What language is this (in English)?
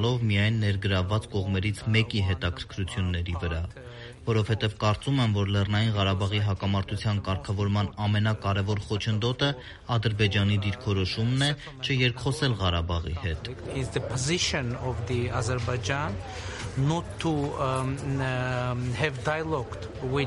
Armenian